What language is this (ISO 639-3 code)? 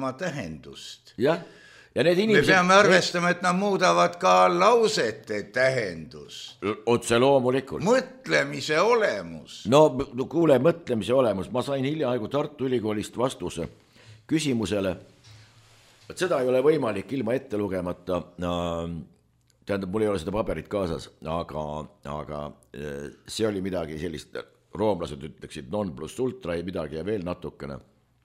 est